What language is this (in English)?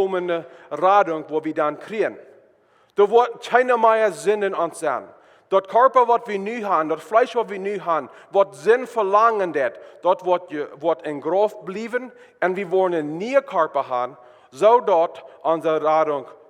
Plautdietsch